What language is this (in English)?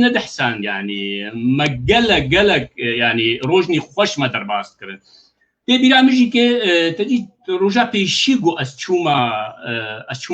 Kurdish